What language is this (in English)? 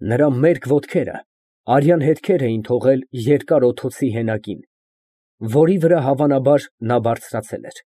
Armenian